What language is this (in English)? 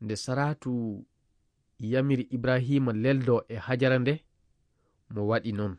Fula